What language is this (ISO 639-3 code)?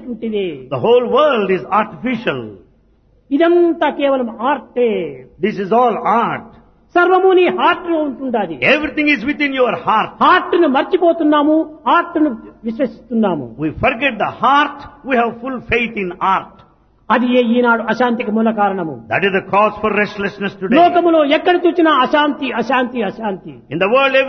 tel